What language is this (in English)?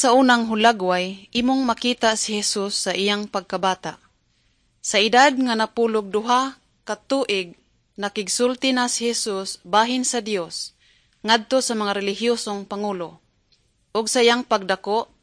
Cebuano